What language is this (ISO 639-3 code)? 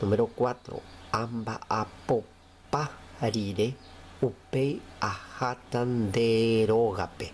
grn